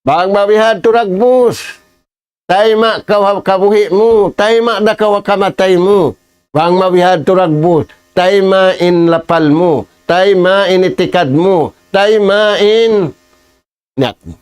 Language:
Tausug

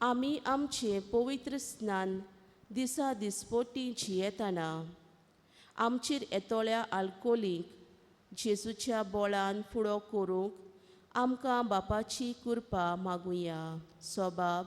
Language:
Konkani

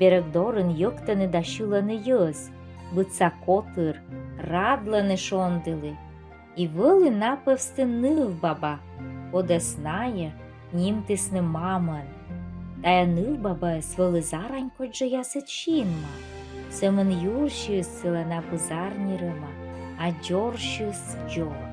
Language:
Komi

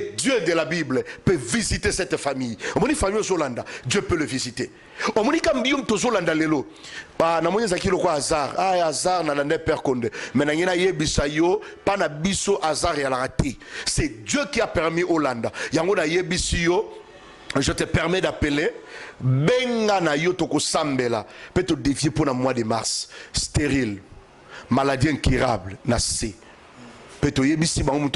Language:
Lingala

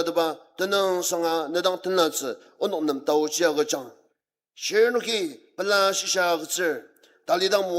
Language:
Ao Naga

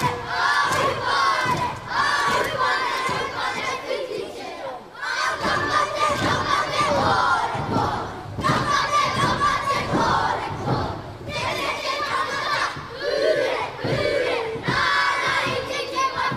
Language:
Māori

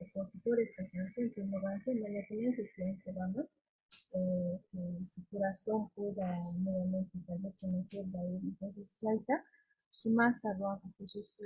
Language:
Quechua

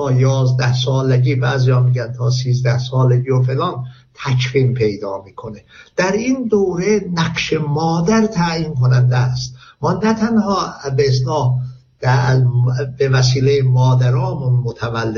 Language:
Persian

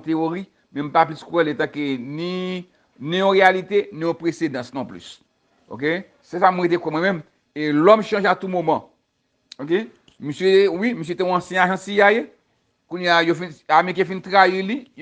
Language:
Haitian Creole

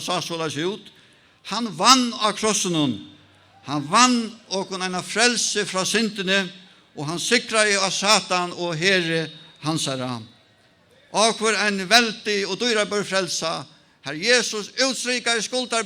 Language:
Faroese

